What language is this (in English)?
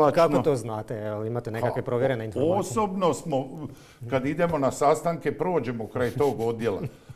Croatian